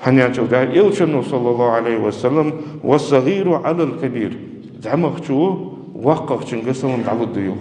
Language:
Ingush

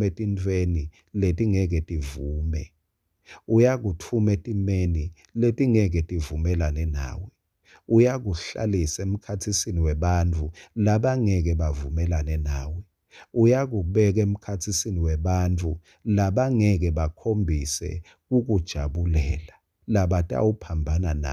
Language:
Swati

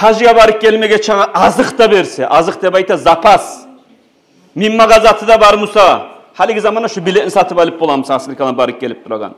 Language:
Kumyk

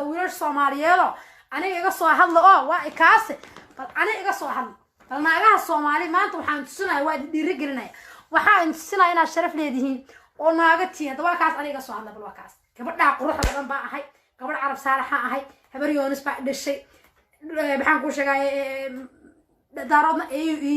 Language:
Somali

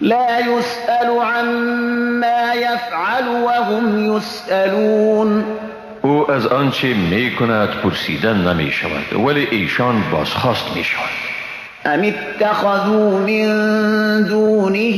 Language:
Persian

